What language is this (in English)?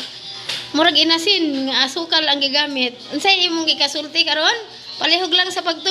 Cebuano